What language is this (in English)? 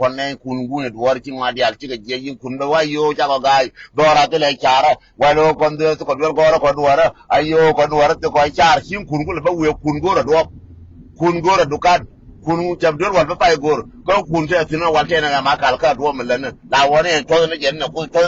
Nuer